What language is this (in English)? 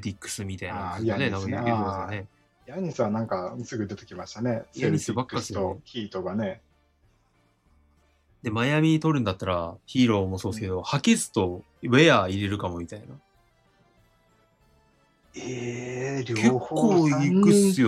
Japanese